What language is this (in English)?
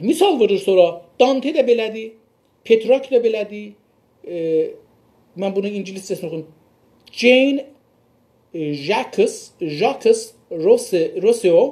South Azerbaijani